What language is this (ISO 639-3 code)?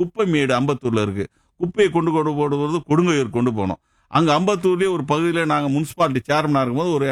tam